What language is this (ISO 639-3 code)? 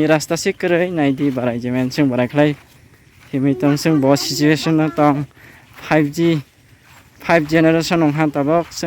trp